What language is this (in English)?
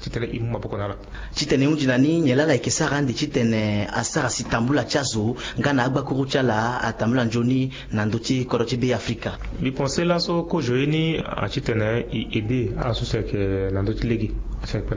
Sango